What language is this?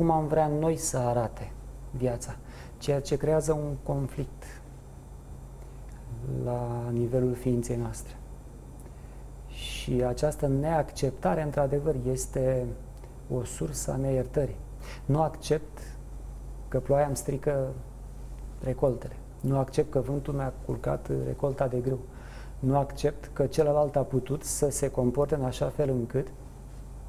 Romanian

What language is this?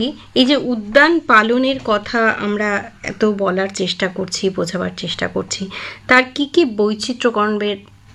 Bangla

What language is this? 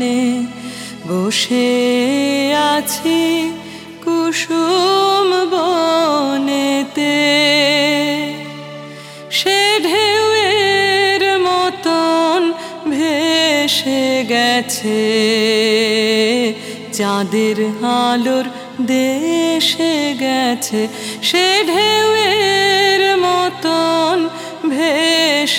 Bangla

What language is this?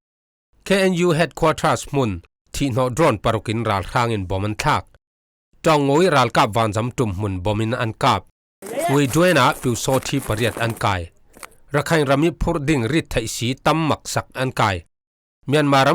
Falam Chin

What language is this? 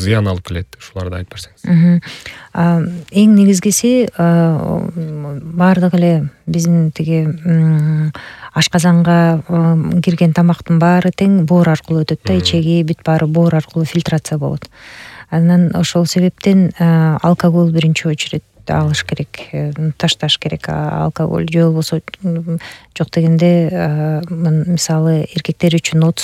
Kyrgyz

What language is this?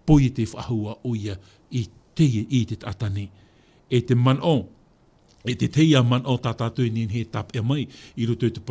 Tahitian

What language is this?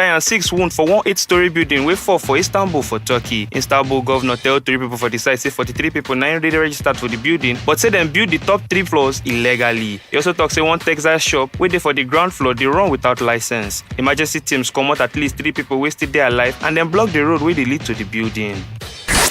Nigerian Pidgin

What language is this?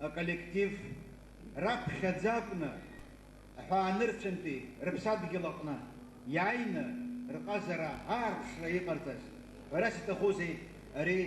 Abkhazian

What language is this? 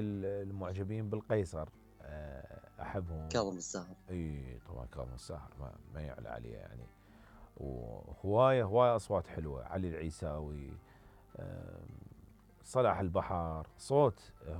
Mesopotamian Arabic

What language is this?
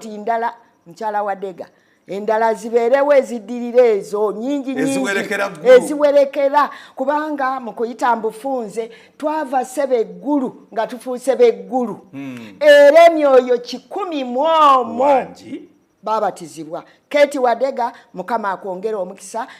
Ganda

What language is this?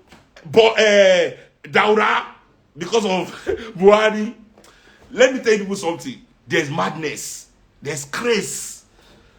Nigerian Pidgin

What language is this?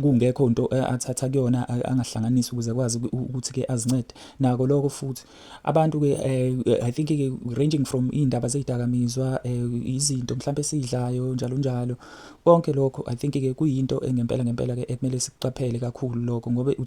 Zulu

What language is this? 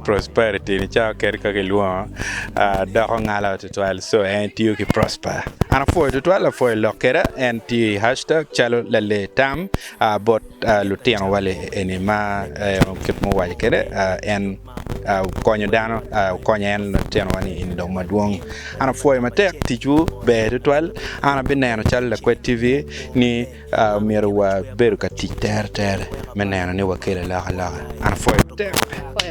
Acoli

